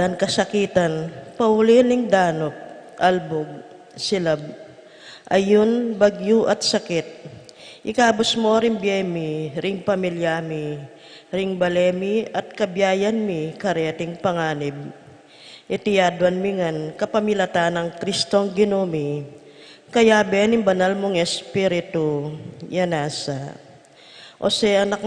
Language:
Pampanga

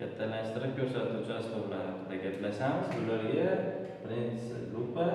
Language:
Uzbek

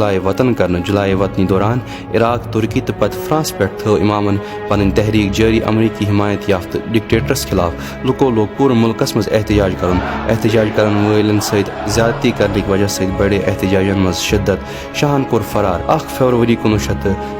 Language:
Kashmiri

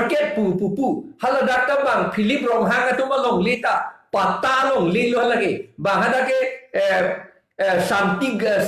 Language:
Karbi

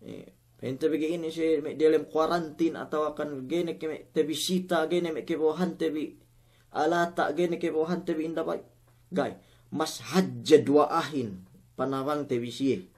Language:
Yakan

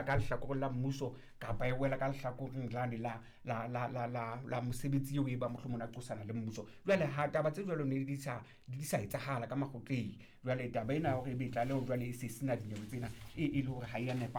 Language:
Southern Sotho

